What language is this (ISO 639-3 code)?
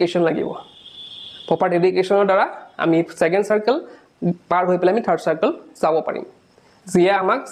asm